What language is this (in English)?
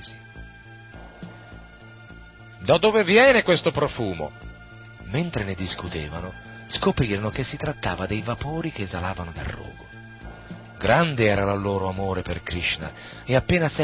Italian